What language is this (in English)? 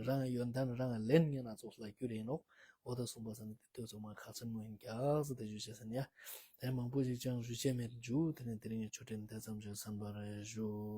Ladakhi